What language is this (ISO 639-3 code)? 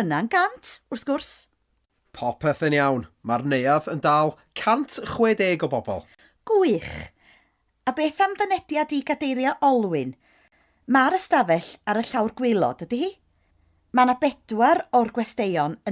cym